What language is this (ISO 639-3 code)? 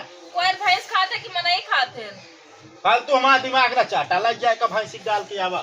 awa